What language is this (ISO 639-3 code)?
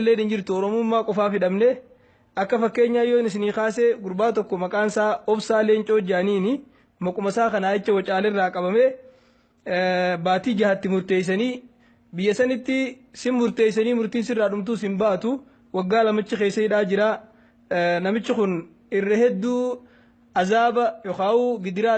orm